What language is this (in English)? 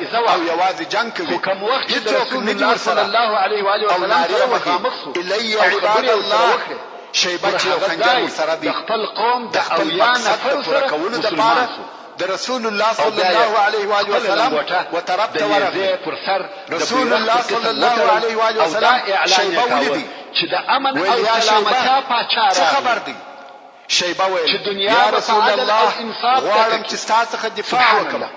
Pashto